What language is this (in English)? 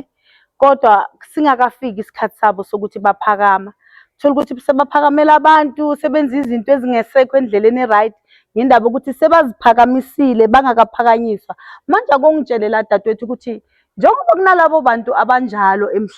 Zulu